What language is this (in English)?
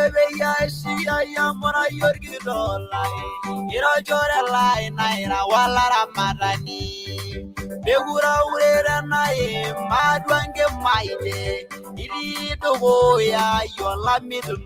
Masai